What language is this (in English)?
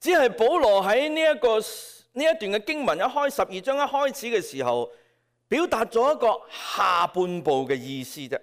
Cantonese